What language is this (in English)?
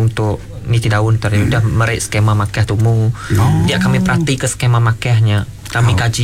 Iban